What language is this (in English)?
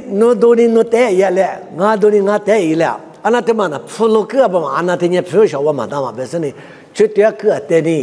Lisu